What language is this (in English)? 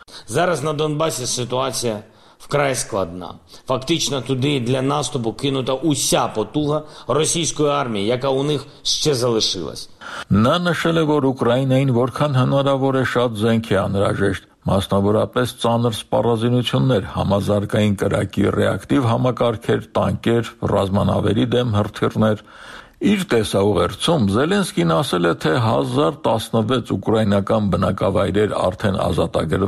Armenian